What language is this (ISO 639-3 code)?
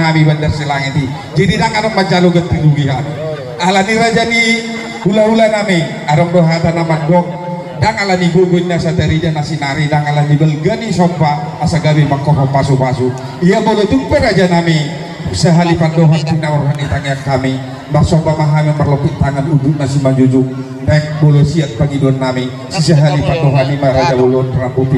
bbc